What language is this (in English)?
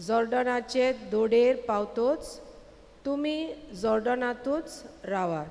Konkani